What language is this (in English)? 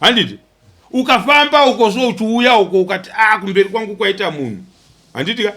Shona